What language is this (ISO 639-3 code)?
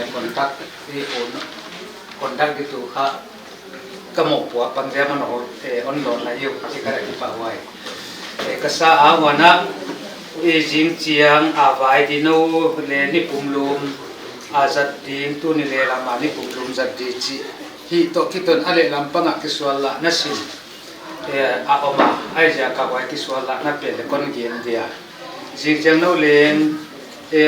ctd